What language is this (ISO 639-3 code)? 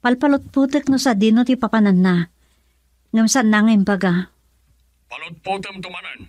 ilo